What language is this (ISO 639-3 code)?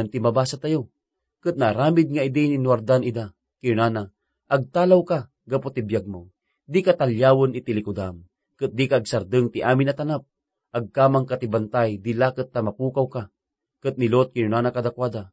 ilo